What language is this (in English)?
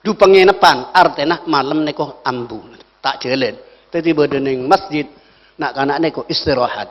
Madurese